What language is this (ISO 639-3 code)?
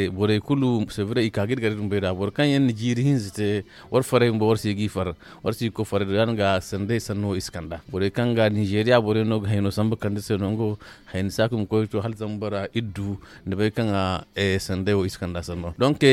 dje